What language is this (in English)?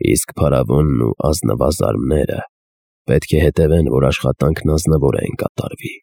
Armenian